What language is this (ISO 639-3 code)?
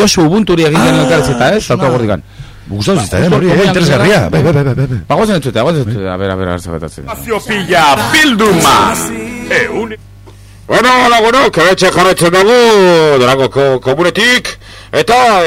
eus